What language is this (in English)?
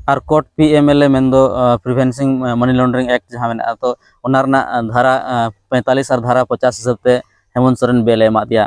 Santali